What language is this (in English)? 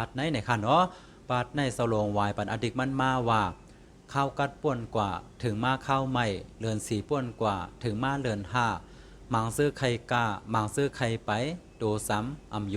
Shan